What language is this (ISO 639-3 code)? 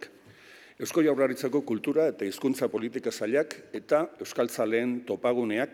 eus